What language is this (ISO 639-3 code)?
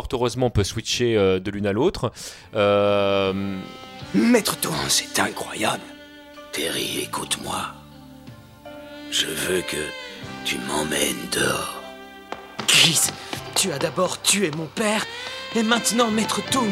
fra